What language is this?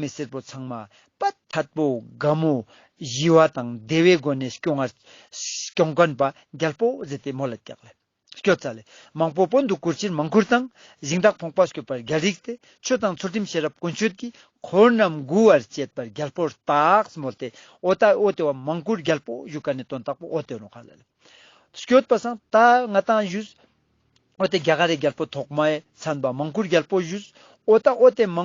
Ladakhi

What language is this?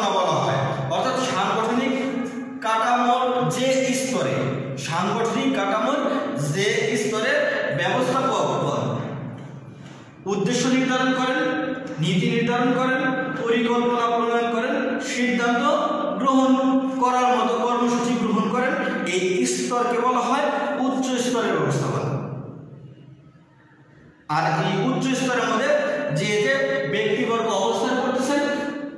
Bangla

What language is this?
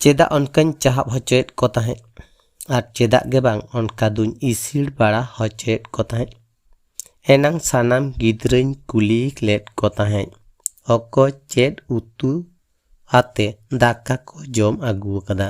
Santali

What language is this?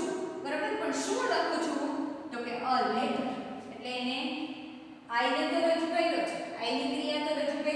Gujarati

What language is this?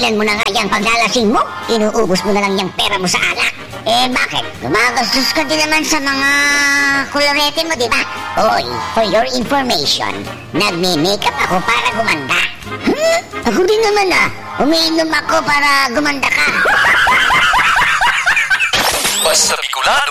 Filipino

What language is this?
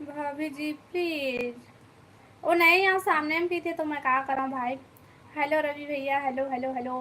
Chhattisgarhi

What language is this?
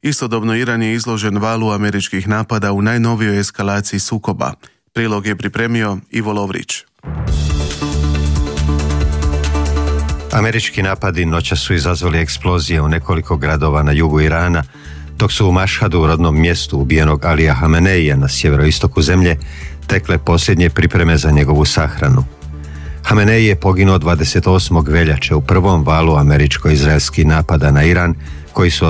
Croatian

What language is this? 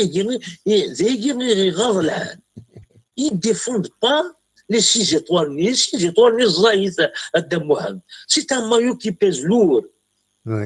Kabyle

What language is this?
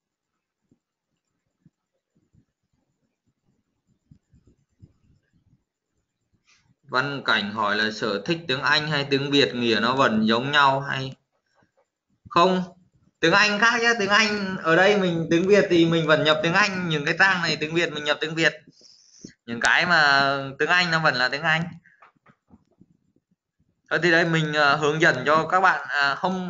Vietnamese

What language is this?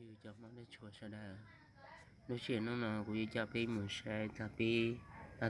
Hmong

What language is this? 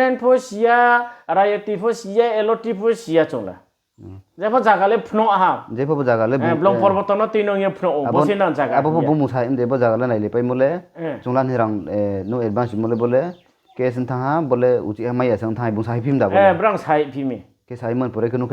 Riang (India)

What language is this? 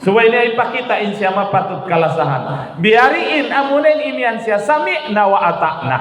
Tausug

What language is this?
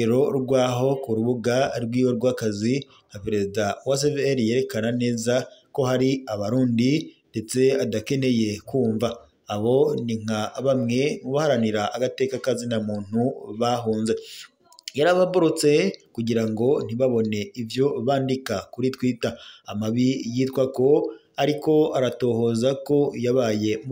Rundi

